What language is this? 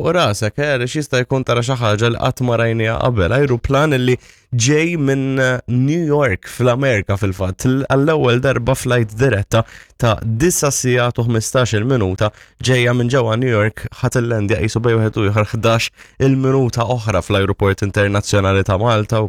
Maltese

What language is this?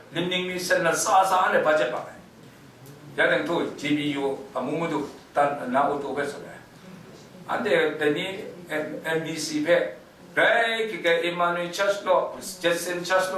Kachin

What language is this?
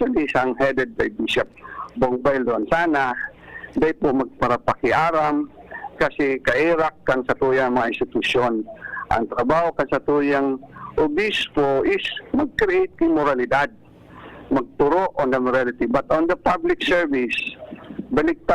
Bikol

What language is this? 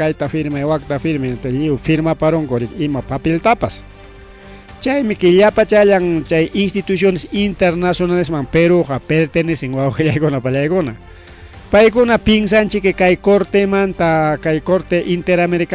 Ayacucho Quechua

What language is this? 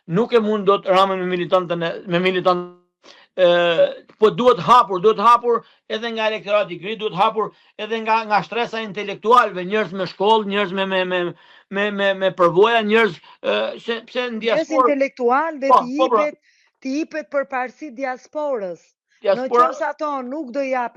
Albanian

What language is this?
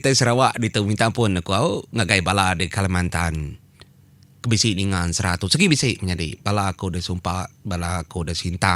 Iban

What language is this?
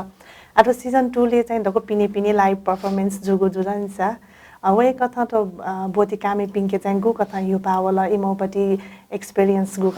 Newari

